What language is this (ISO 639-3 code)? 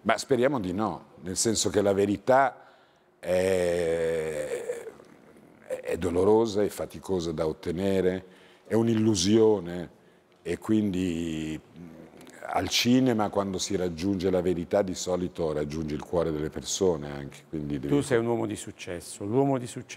ita